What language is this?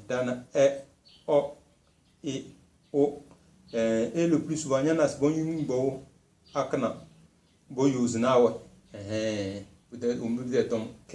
Tem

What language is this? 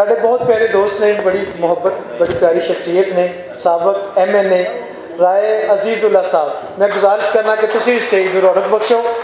Western Panjabi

